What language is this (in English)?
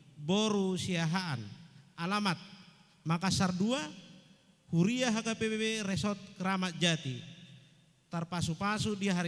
Batak Toba